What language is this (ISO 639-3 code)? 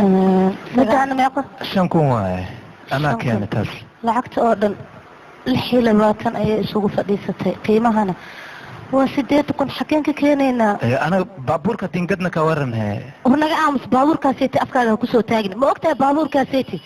som